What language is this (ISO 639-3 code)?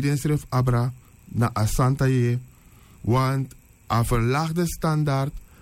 srn